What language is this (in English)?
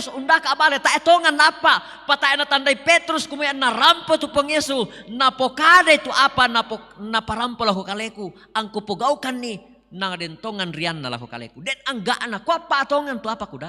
Toraja-Sa'dan